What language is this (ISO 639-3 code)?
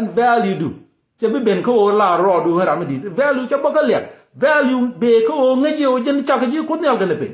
nus